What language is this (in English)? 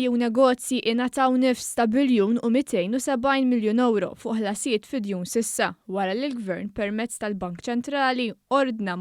Maltese